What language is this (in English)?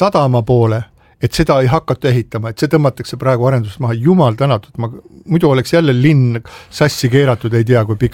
Estonian